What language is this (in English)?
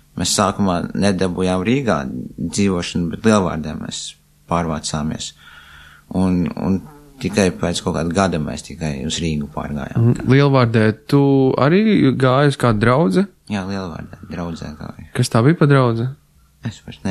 Latvian